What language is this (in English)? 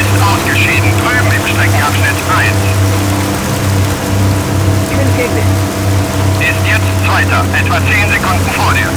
Bavarian